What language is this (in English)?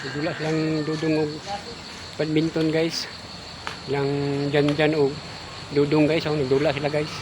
Cebuano